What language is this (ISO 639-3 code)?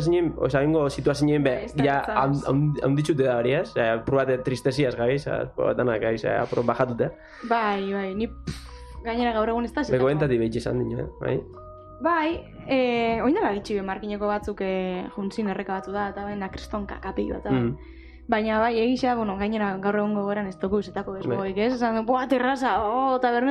eus